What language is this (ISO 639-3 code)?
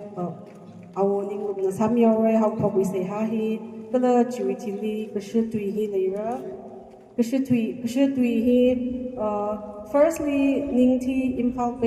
nmf